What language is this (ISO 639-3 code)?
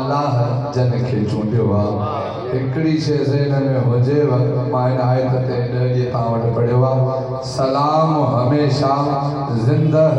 snd